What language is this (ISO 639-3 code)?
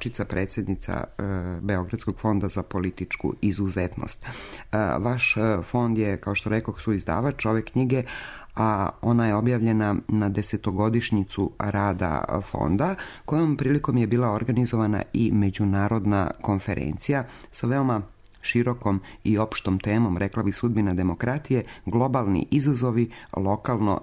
srp